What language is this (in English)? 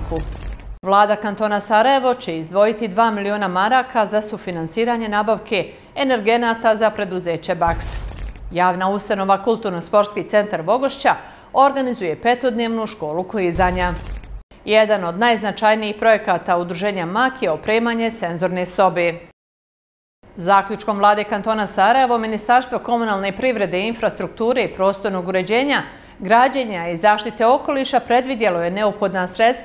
Bosnian